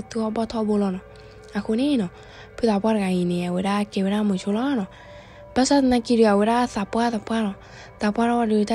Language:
S'gaw Karen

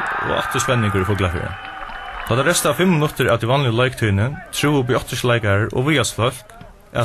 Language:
Faroese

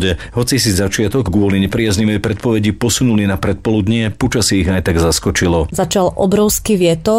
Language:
Slovak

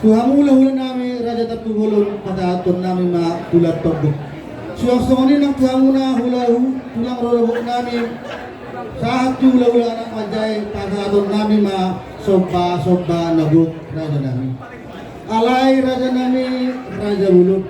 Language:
Batak Toba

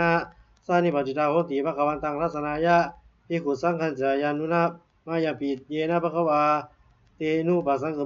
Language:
Pali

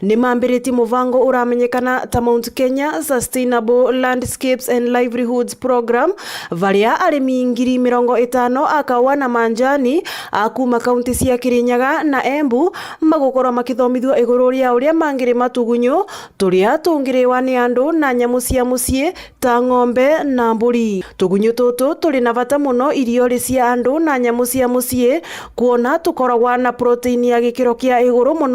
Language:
Meru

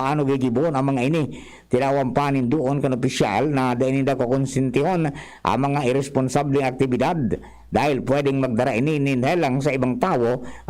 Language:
Bikol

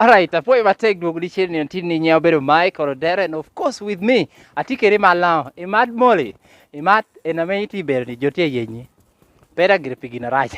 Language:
Lango (Uganda)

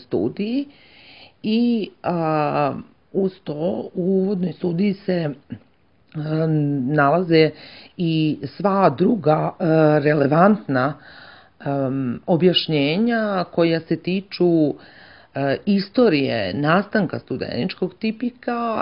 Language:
Serbian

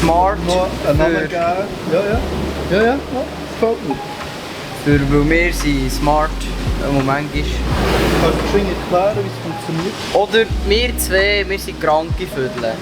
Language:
Swiss German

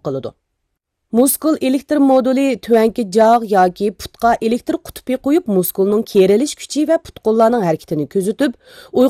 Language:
Uyghur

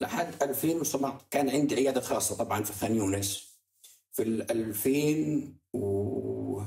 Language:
North Levantine Arabic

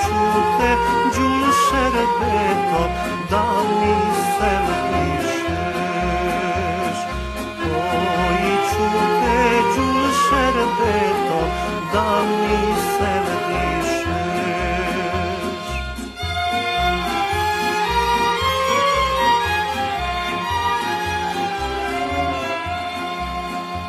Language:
Bosnian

